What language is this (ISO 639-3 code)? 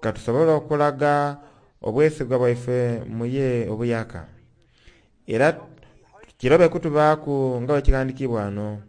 xog